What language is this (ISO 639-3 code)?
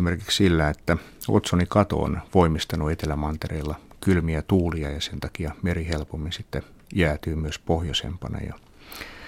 fin